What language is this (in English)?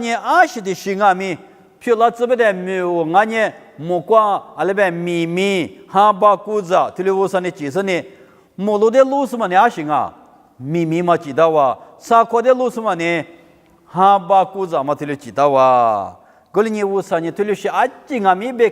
Lisu